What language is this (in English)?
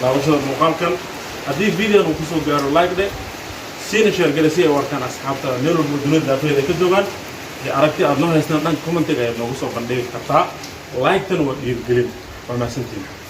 Somali